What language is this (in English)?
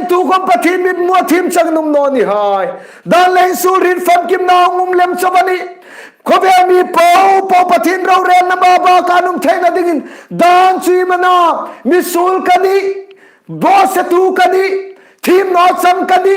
Hmar